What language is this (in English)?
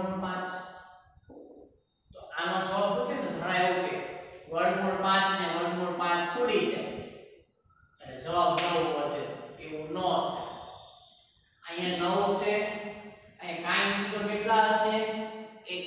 Gujarati